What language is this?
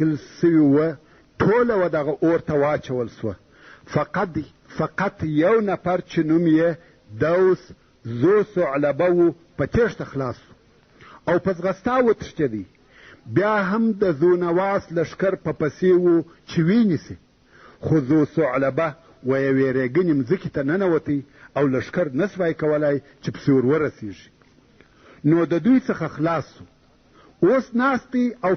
Pashto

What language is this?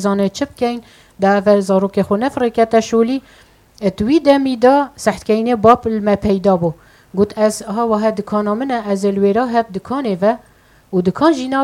Kurdish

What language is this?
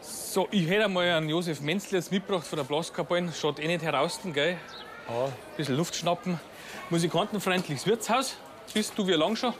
Bavarian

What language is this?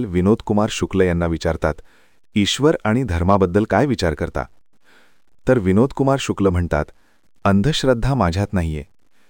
Marathi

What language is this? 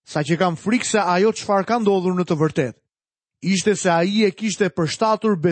Albanian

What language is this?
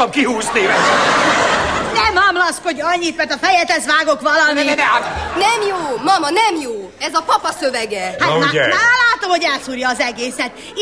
Hungarian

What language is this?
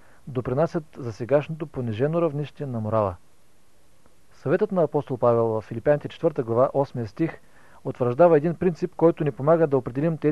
Bulgarian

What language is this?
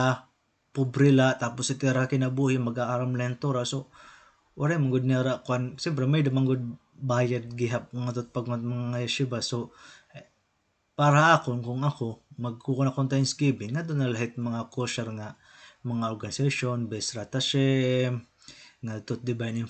Waray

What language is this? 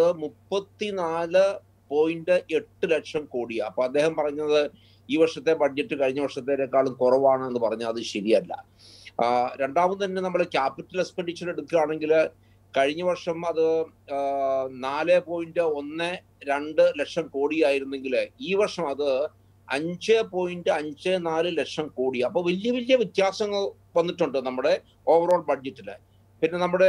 Malayalam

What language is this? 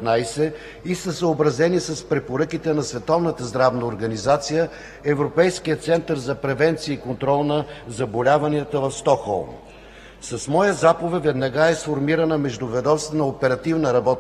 Bulgarian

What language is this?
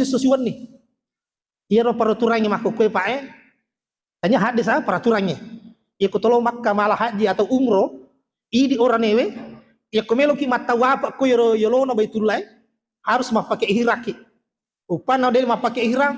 Buginese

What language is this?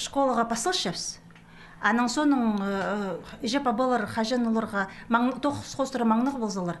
Khakas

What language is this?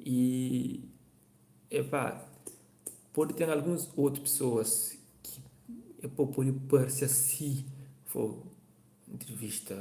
Kabuverdianu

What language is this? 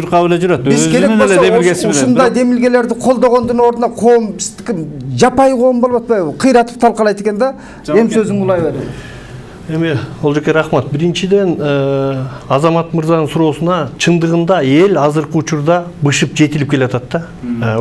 Kyrgyz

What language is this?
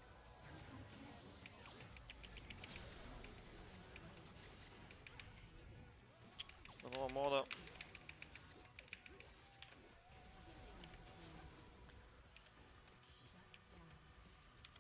Bulgarian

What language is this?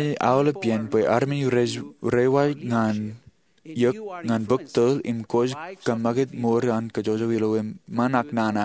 Marshallese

